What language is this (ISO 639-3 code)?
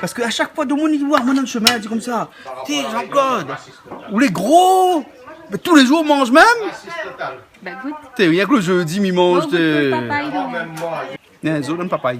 rcf